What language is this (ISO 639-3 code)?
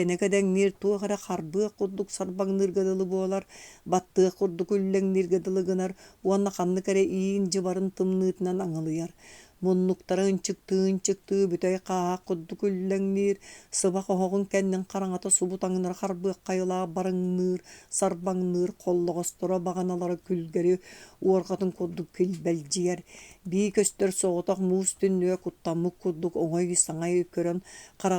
sah